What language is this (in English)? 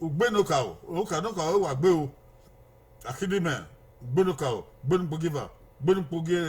Bini